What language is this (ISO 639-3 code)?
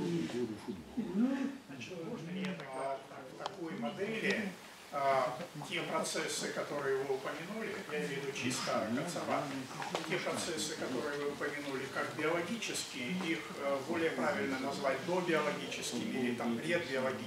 rus